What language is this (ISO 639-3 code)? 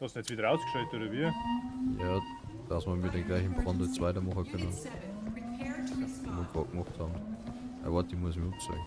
bar